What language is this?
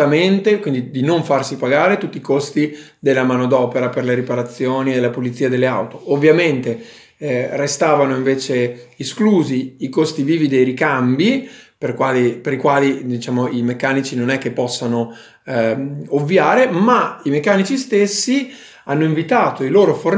Italian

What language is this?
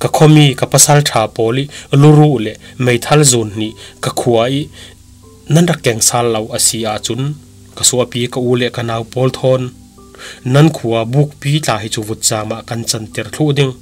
Falam Chin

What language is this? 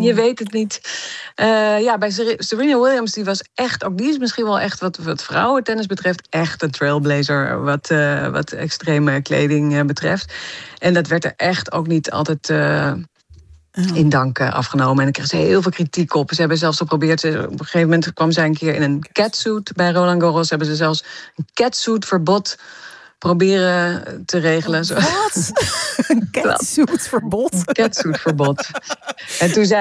Dutch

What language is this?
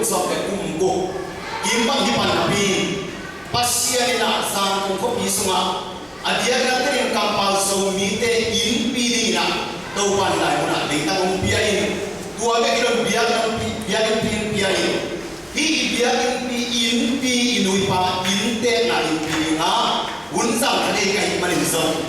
Tedim Chin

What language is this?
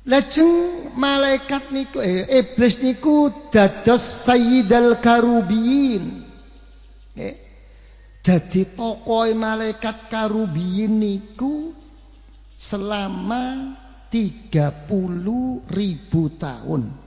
Javanese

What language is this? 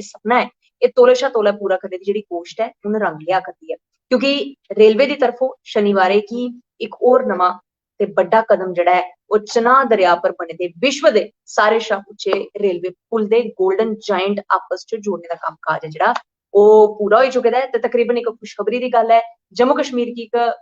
Dogri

